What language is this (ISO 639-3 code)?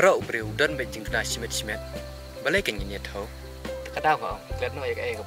kha